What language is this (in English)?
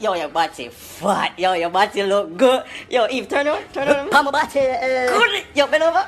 Jamaican Creole English